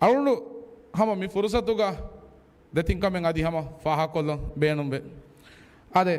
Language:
Divehi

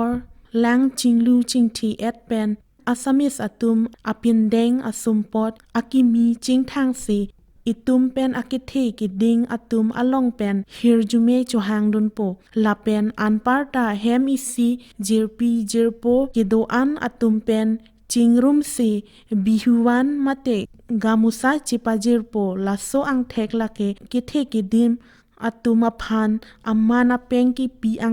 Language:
Karbi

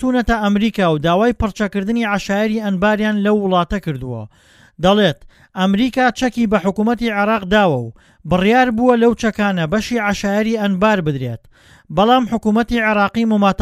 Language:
Central Kurdish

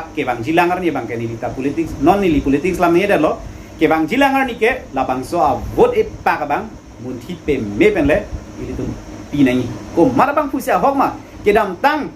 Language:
Karbi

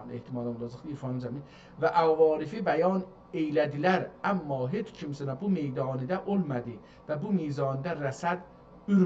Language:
South Azerbaijani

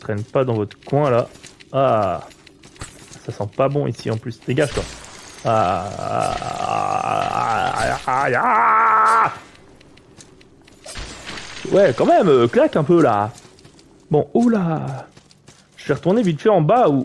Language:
French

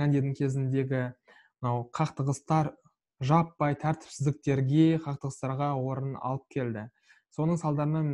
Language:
Kazakh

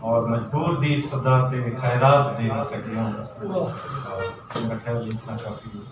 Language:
Saraiki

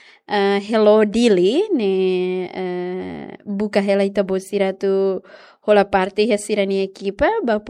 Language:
Tetum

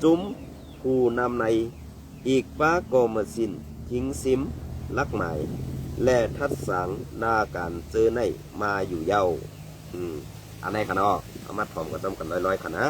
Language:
Shan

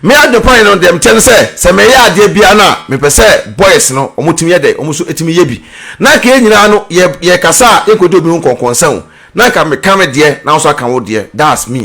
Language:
Akan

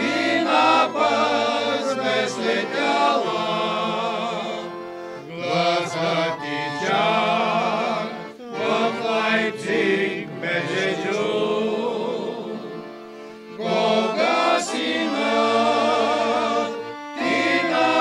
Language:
Bulgarian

